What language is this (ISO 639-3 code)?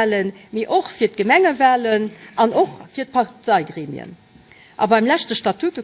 ltz